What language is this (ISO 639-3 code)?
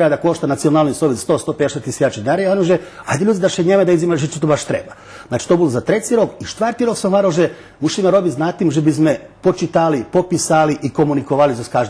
rue